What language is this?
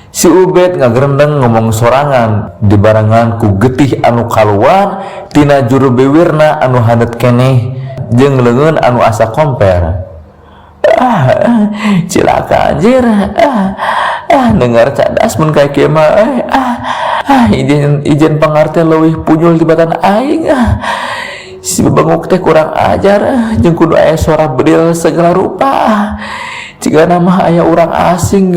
Sundanese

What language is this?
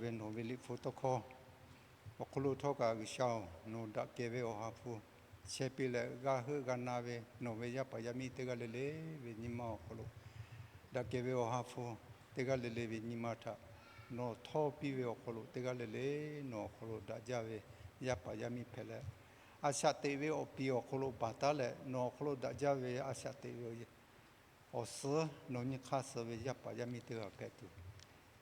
Lahu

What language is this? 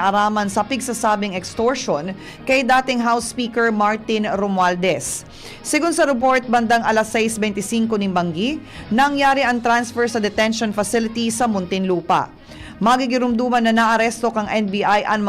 Bikol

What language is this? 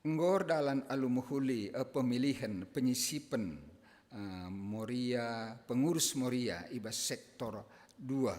Batak Karo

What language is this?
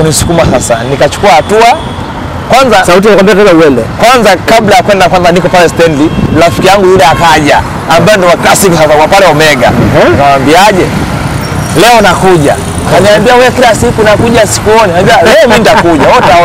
Swahili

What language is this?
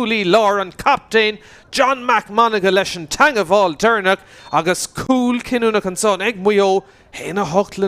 Irish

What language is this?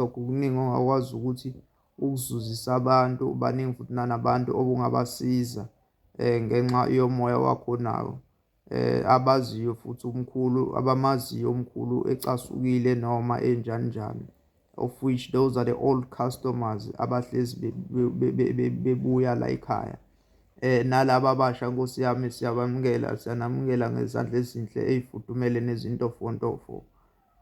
Zulu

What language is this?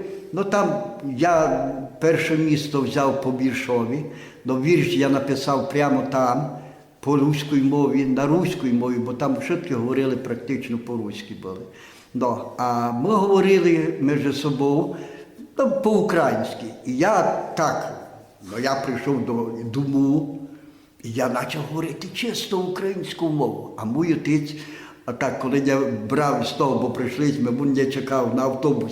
Rusyn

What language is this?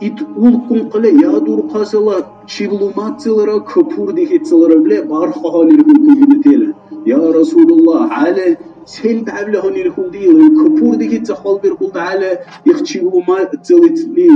Dargwa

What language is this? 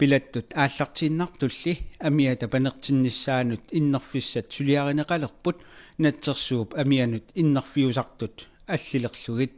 Kalaallisut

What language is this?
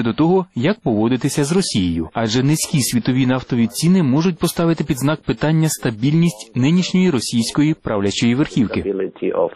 Ukrainian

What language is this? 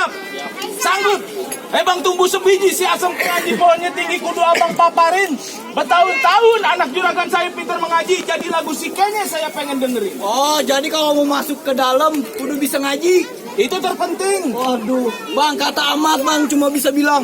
Betawi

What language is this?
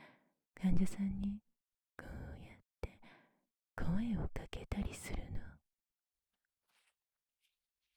Japanese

